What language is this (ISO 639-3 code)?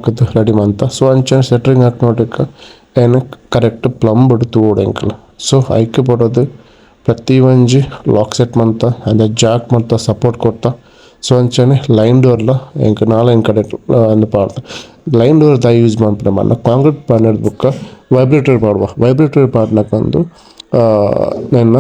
tcy